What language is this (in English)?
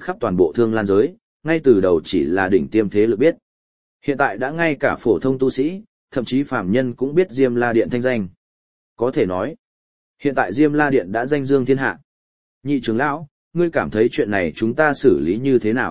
Vietnamese